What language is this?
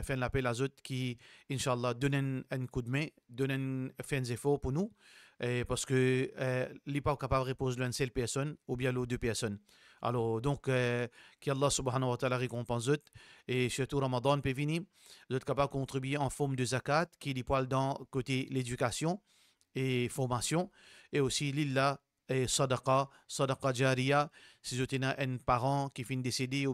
Morisyen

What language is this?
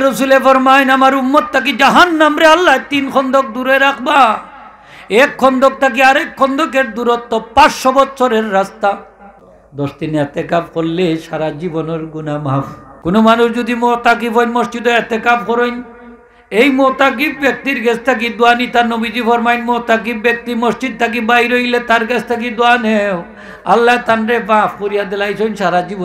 Sylheti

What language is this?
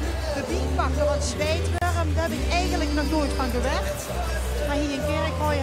Limburgish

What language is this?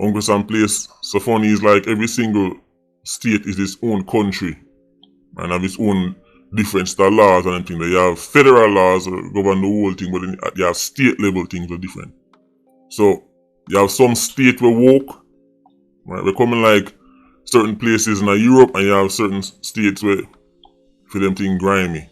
Jamaican Creole English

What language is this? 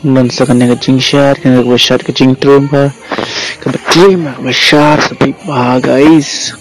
Khasi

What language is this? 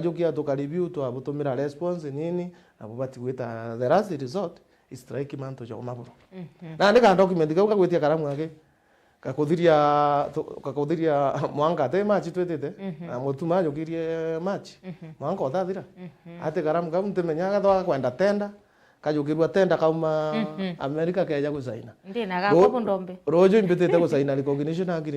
Meru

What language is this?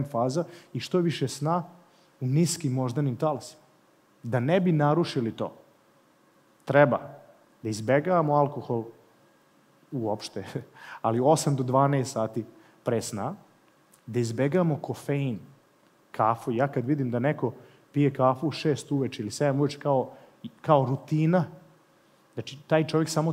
Serbian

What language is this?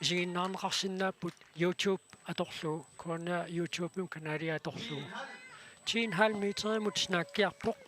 Kalaallisut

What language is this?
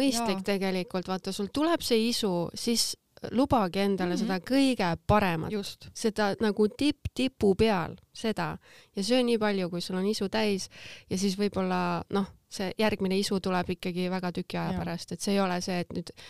Estonian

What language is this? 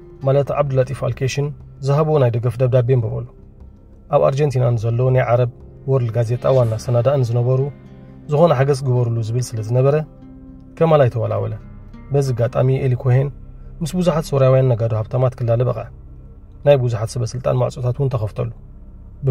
Tigrinya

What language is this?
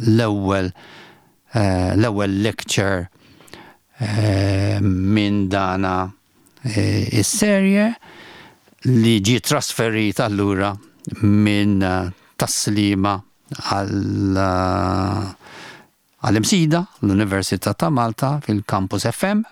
Maltese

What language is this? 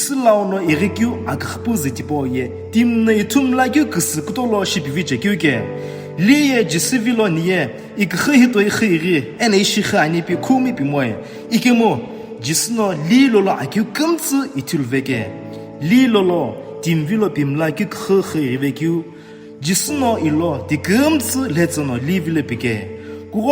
Sumi Naga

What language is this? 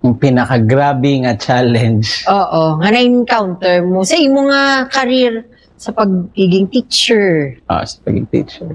Hiligaynon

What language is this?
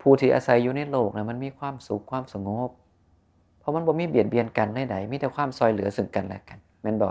Northeastern Thai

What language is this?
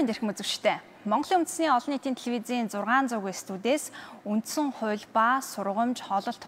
Mongolian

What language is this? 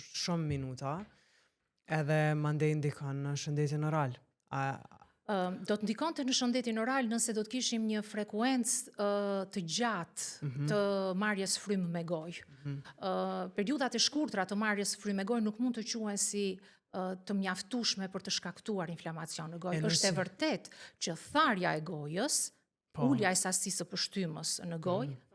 Albanian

